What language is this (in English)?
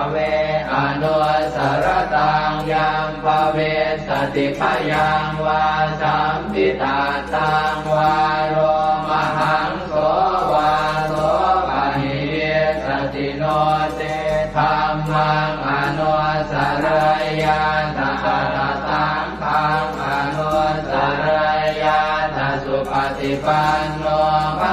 Pali